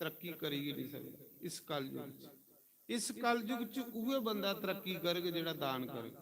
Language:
Dogri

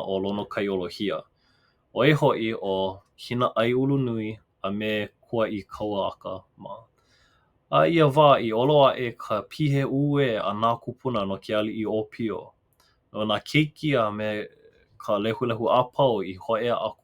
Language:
Hawaiian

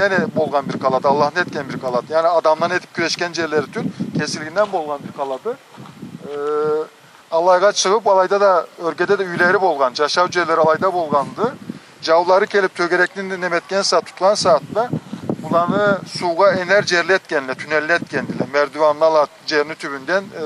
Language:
Karachay-Balkar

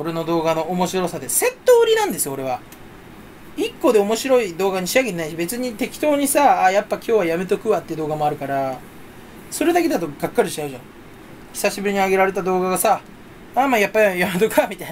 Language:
Japanese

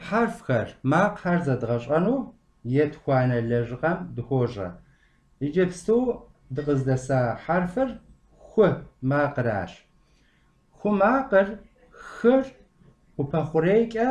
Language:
Kabardian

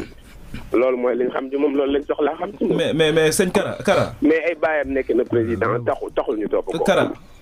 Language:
Wolof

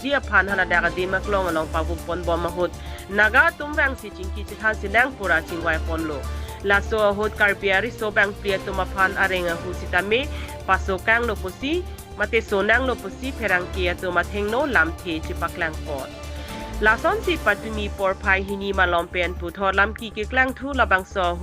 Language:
Karbi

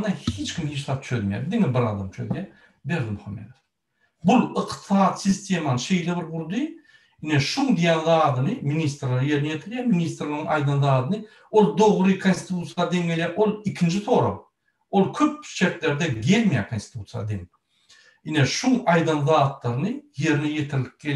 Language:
Turkmen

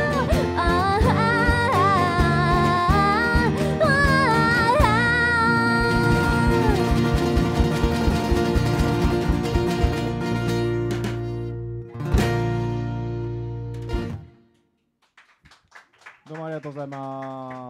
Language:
Japanese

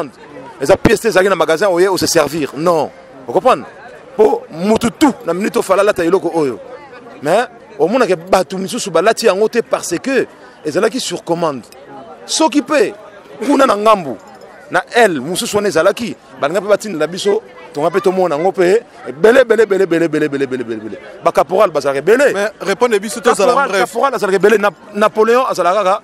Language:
Lingala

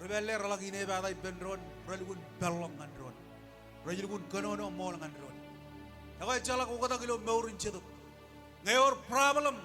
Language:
Marshallese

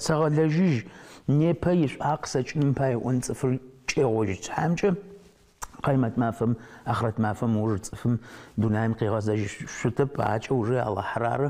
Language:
Adyghe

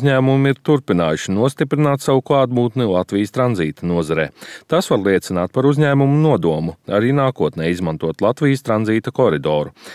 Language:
Latvian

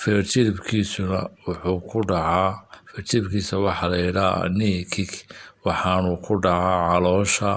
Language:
Somali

